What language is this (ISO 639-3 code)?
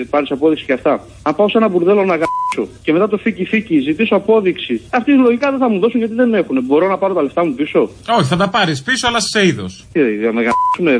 ell